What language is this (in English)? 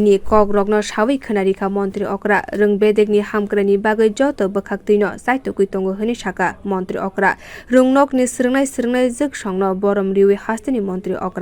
Kok Borok